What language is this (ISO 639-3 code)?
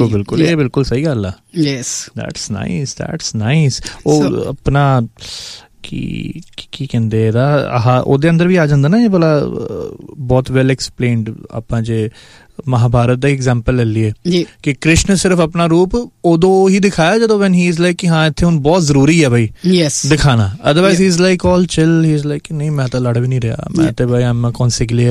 pan